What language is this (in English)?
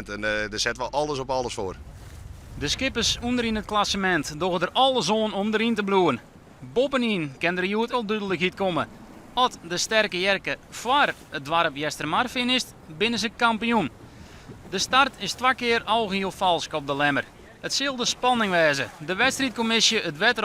Western Frisian